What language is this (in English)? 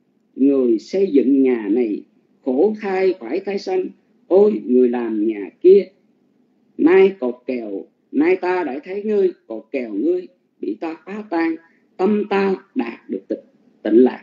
Vietnamese